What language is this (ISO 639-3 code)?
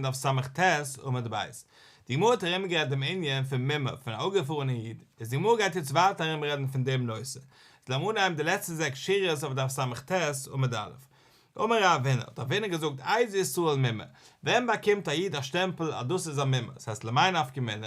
yid